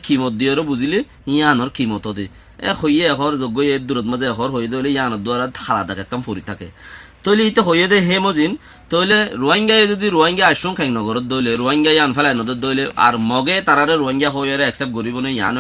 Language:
Rohingya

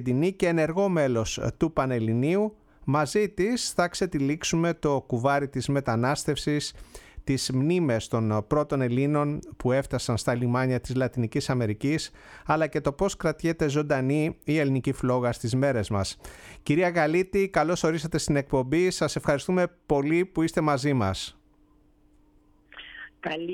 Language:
Greek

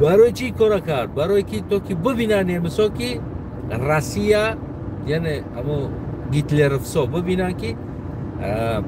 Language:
Tajik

